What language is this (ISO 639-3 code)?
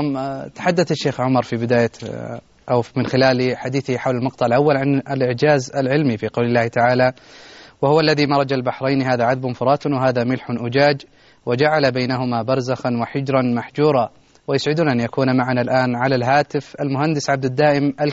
ara